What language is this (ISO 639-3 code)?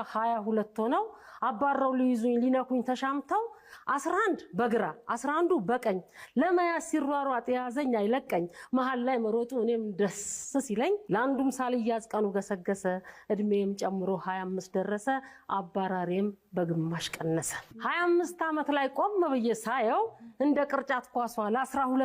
amh